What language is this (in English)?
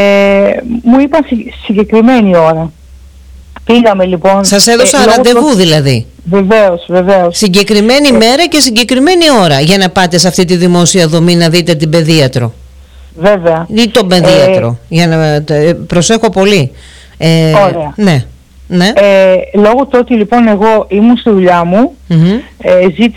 Greek